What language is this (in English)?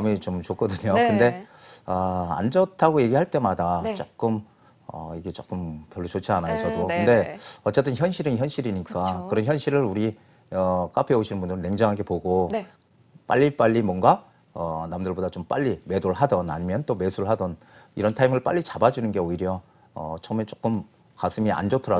Korean